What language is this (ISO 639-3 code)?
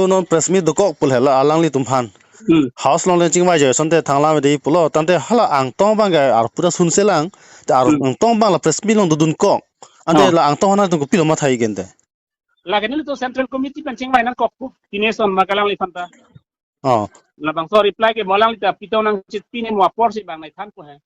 mjw